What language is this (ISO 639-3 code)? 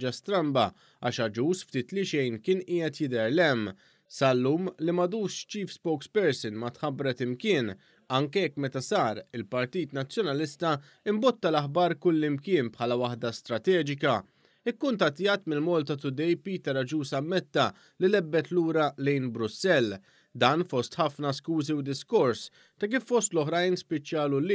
mlt